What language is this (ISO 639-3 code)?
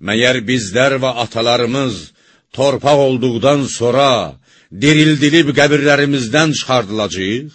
aze